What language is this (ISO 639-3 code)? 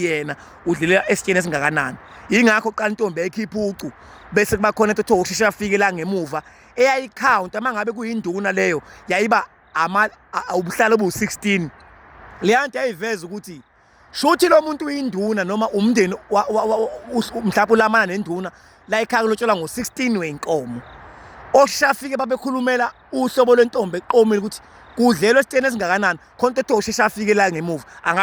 zul